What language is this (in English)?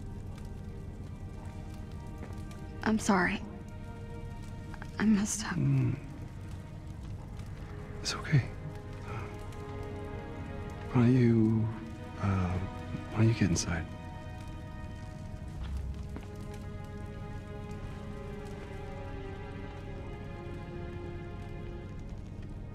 English